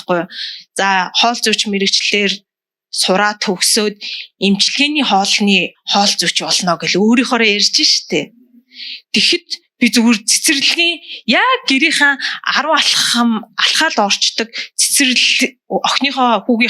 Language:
Mongolian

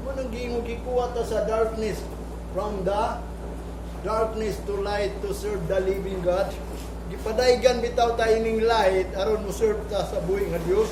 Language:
Cebuano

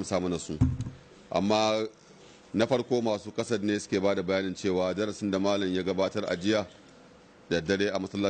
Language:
Hausa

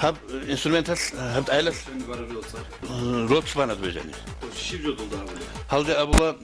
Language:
Avaric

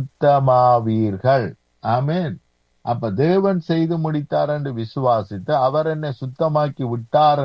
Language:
Tamil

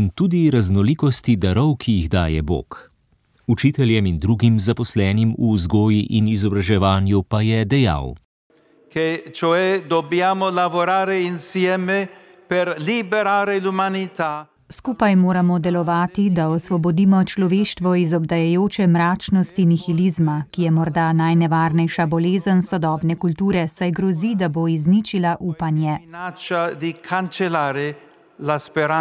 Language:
Slovenian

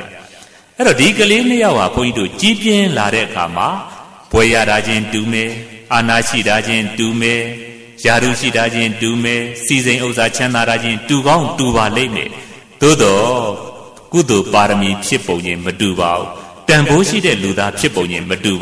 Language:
Burmese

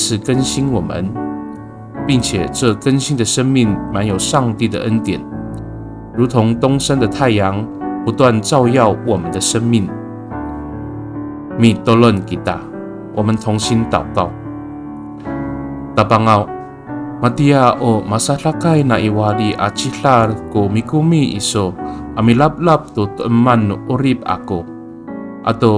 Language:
Amis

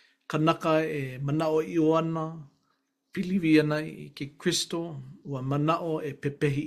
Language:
Hawaiian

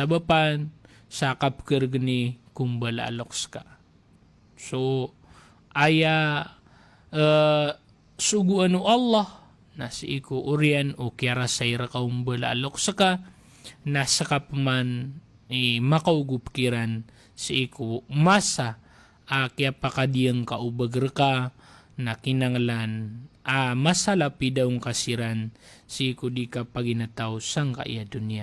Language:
Maranao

